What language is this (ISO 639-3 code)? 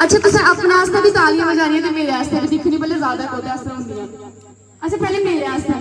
doi